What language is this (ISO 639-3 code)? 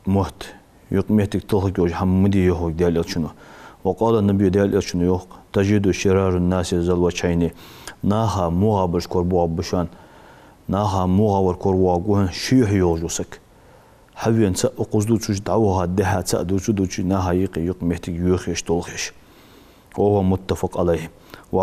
inh